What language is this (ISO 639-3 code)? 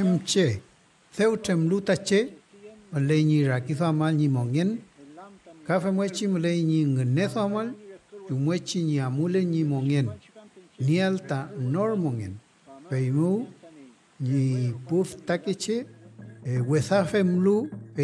arn